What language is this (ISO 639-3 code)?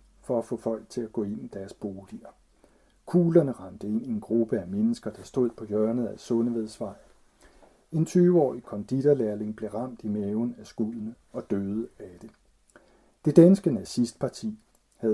dan